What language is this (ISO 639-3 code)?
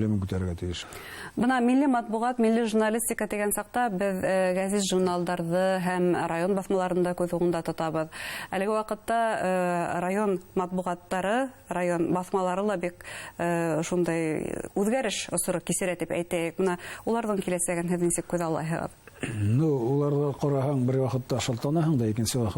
bak